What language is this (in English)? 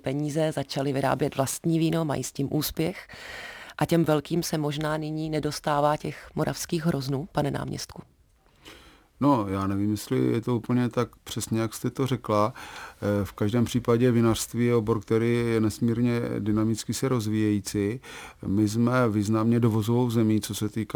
Czech